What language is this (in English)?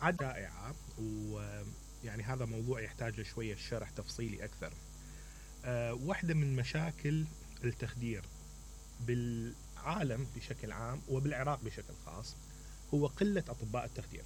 Mesopotamian Arabic